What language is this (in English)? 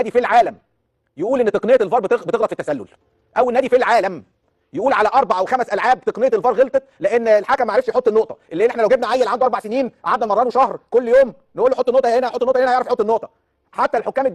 Egyptian Arabic